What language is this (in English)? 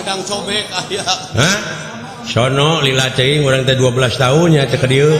Sundanese